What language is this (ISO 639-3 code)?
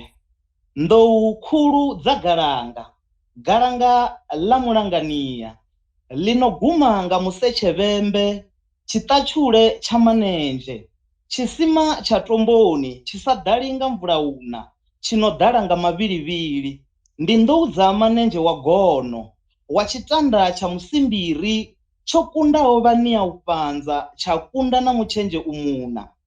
ven